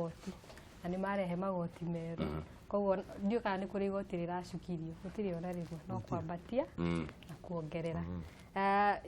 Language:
Kikuyu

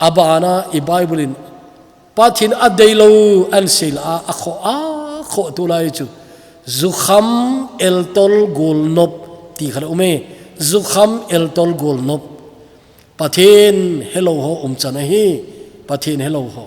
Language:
Thado Chin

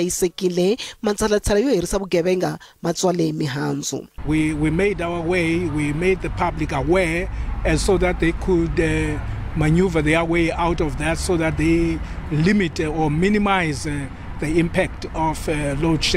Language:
Tsonga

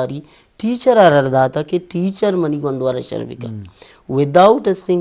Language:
Eastern Balochi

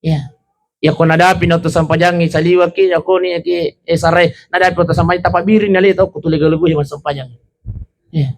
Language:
Buginese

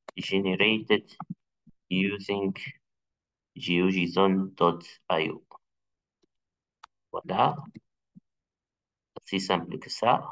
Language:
French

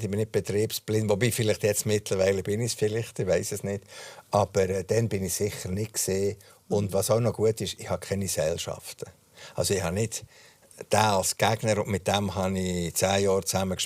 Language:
Swiss German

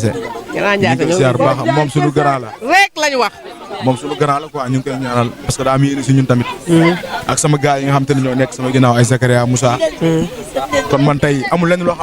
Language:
Wolof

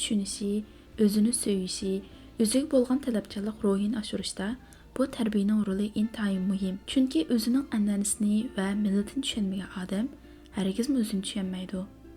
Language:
Uyghur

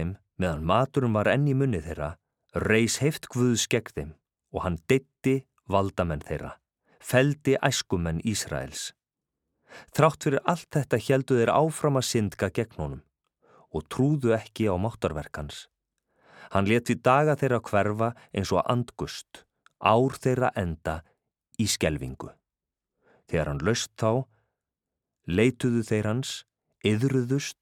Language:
Icelandic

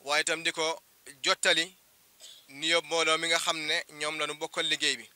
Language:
Wolof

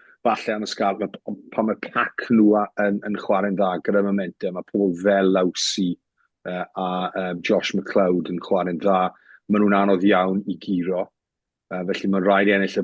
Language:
Welsh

